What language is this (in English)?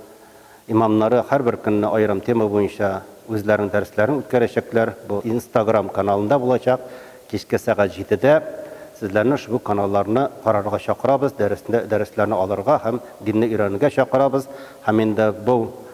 Tatar